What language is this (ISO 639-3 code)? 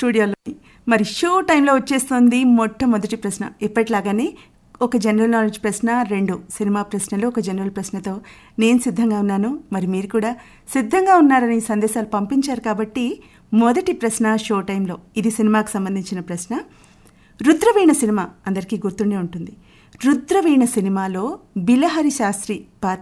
tel